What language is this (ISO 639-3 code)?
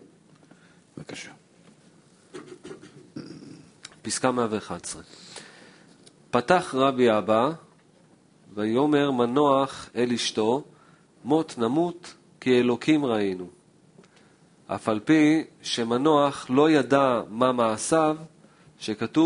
heb